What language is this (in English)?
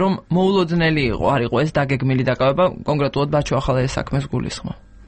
Georgian